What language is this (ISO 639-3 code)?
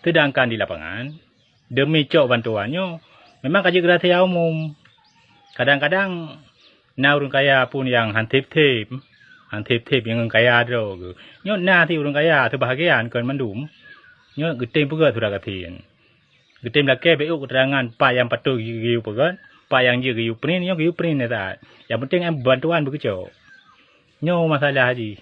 ace